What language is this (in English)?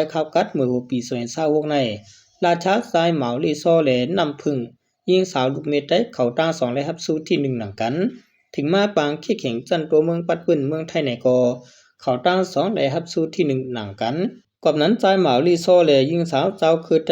Shan